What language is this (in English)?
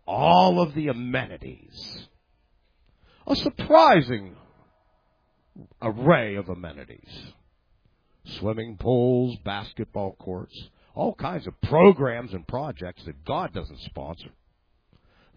English